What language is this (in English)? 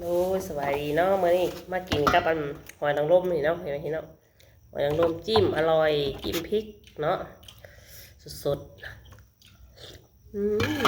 Lao